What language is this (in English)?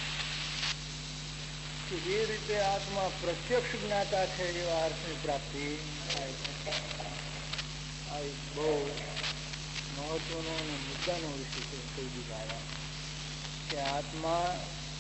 Gujarati